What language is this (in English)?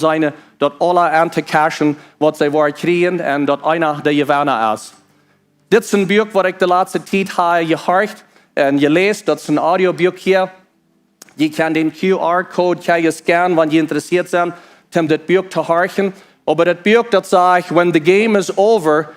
Plautdietsch